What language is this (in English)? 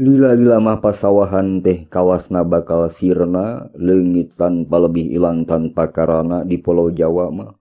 Sundanese